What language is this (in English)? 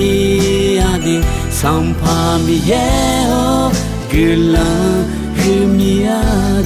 Akha